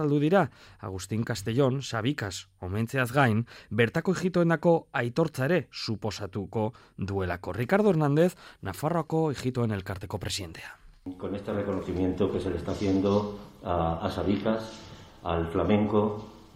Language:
Basque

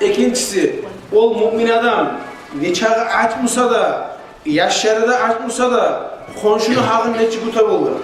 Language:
Kumyk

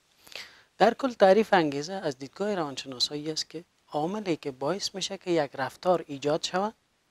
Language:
Persian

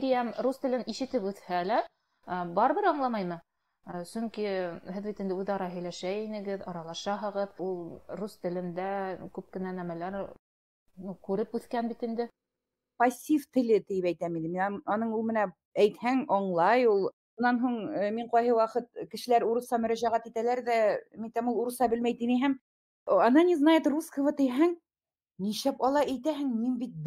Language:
Bashkir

